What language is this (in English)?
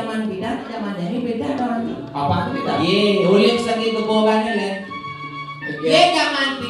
Balinese